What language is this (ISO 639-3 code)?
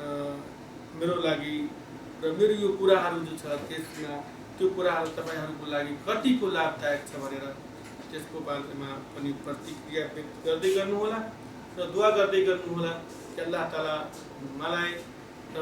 nep